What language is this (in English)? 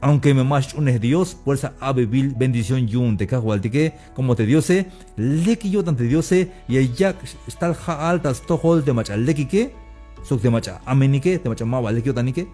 Tzeltal